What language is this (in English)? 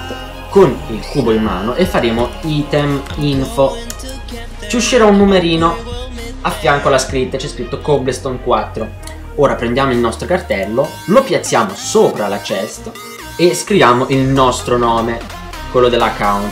Italian